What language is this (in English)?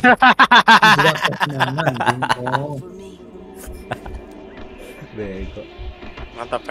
Indonesian